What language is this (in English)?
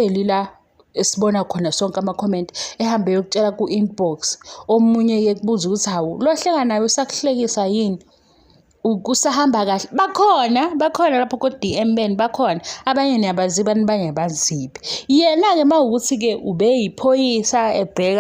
Zulu